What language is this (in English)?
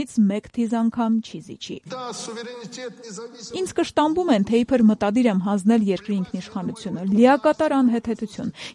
Armenian